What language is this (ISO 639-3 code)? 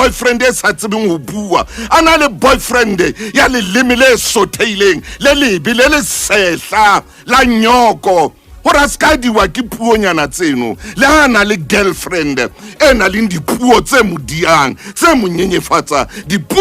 sot